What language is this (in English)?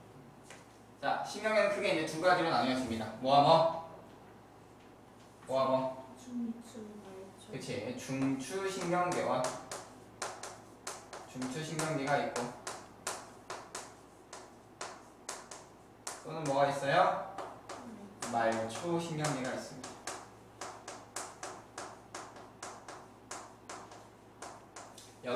Korean